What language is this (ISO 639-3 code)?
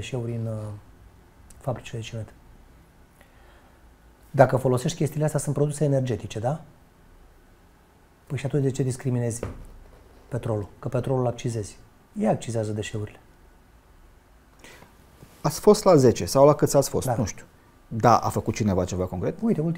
ron